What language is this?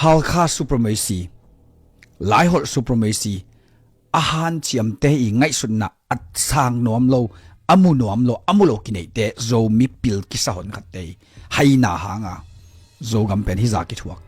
Tedim Chin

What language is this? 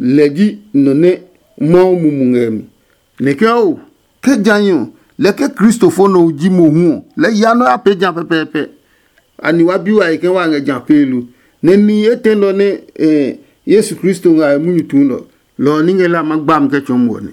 Adangme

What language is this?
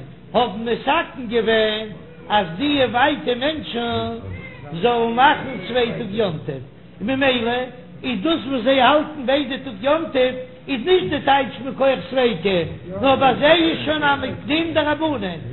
Yiddish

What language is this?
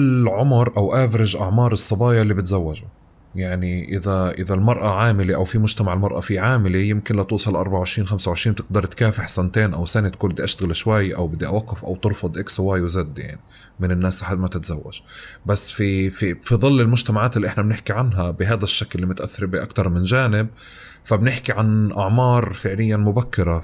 North Levantine Arabic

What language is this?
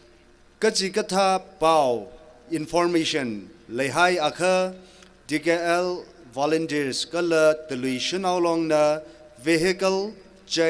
Tangkhul Naga (India)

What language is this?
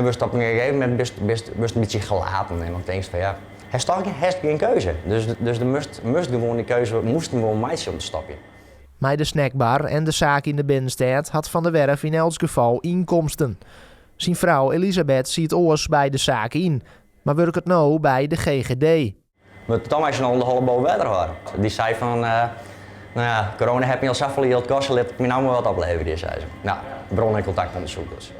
Western Frisian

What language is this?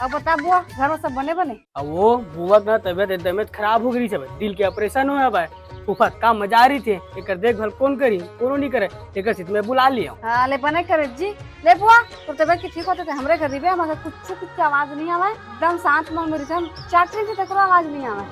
Chhattisgarhi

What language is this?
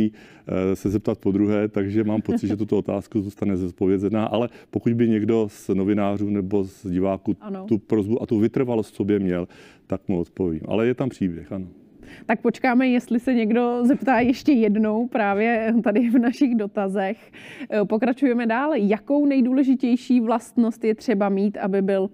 Czech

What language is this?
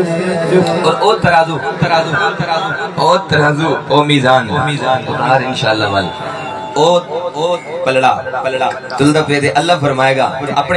Saraiki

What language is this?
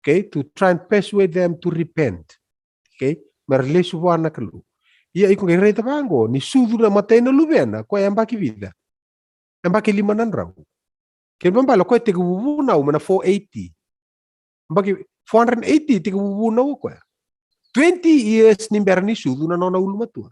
Fijian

